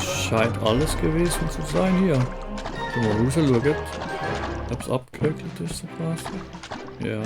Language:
Swiss German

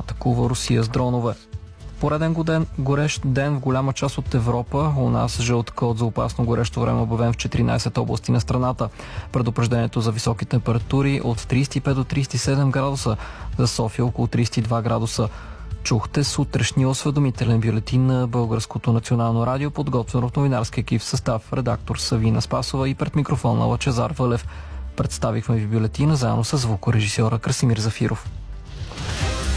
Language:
Bulgarian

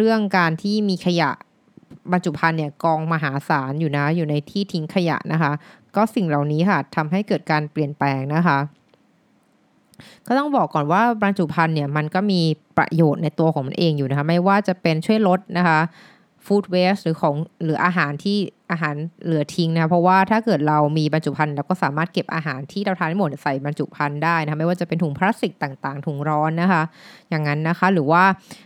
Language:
Thai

